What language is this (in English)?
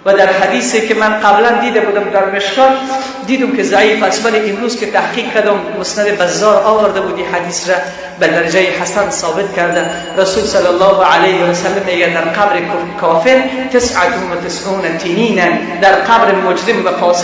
Persian